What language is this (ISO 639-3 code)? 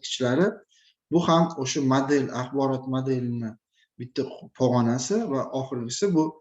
uzb